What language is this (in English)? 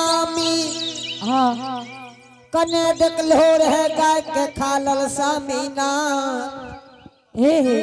Angika